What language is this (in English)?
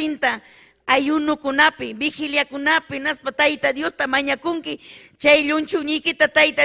Ayacucho Quechua